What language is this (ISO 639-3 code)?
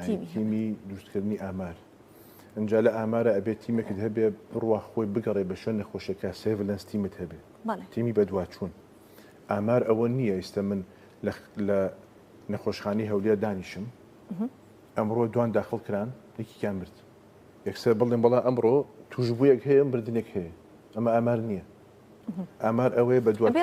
ckb